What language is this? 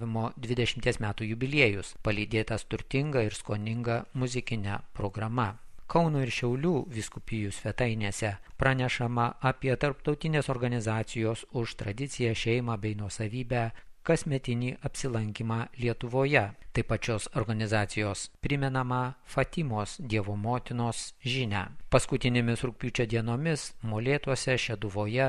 Lithuanian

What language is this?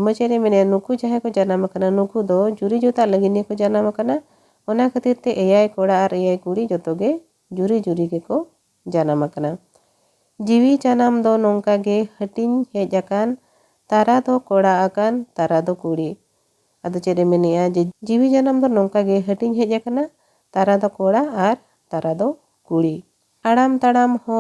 Santali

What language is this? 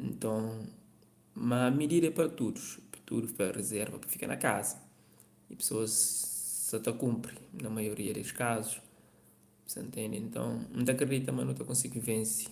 Kabuverdianu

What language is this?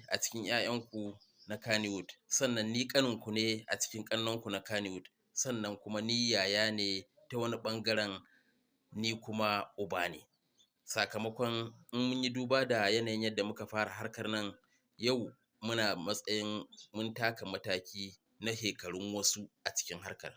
Hausa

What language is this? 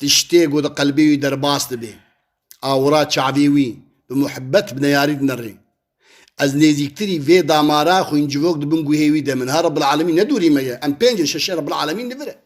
Kurdish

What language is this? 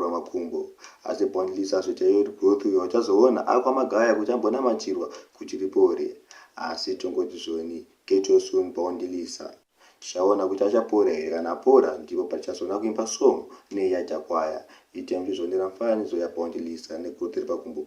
Shona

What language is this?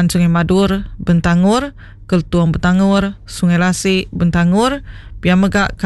Iban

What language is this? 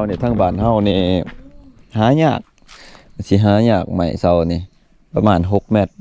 Lao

